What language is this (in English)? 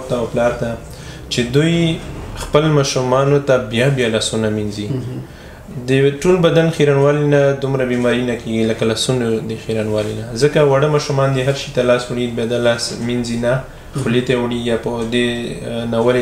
Pashto